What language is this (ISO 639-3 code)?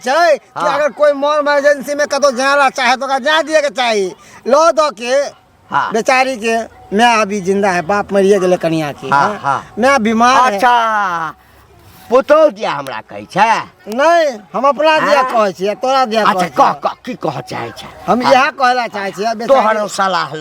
mai